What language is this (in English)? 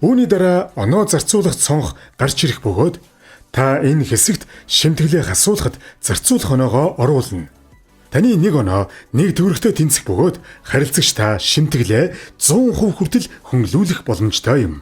Mongolian